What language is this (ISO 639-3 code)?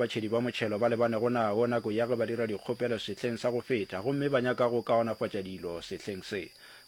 nso